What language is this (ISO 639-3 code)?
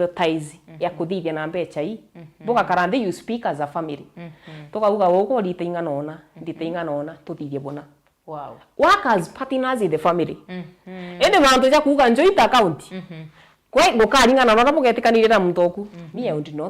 mer